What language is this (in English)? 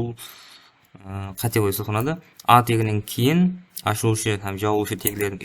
Kara-Kalpak